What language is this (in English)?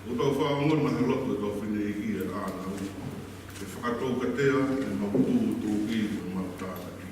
Tongan